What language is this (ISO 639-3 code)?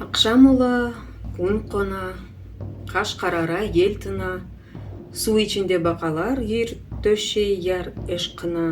crh